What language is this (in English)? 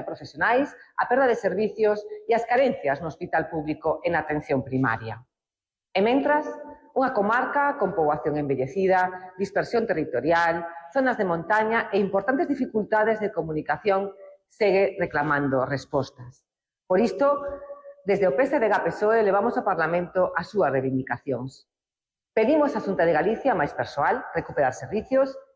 Galician